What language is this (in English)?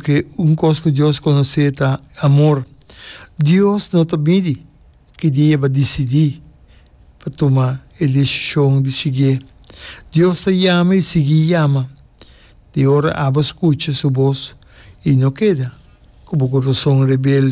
Papiamento